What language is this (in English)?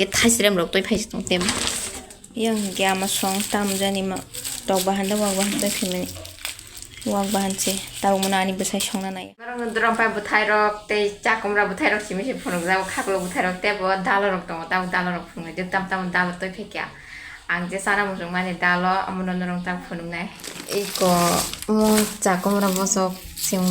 Kok Borok